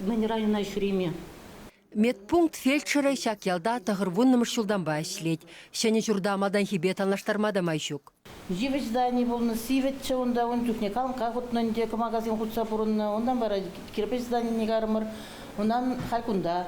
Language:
Chuvash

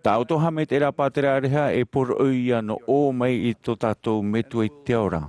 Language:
Tahitian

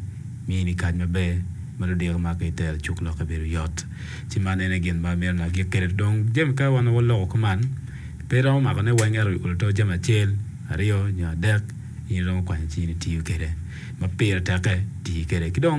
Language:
Acoli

